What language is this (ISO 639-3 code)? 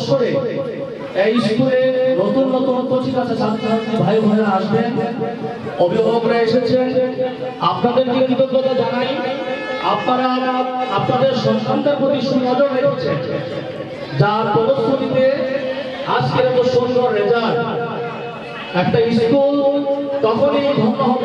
ben